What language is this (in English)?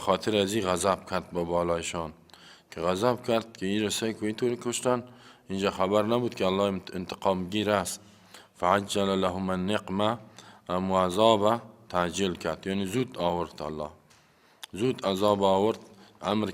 Persian